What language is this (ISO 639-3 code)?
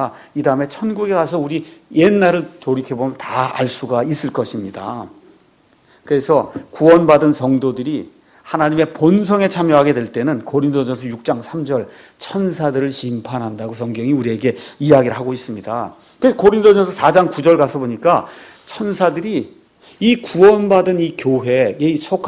kor